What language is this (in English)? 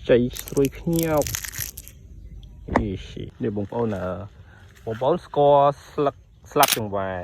Khmer